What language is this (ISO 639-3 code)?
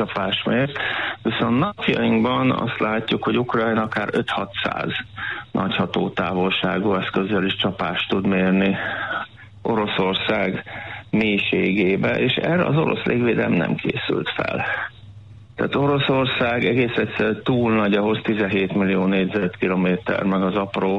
hun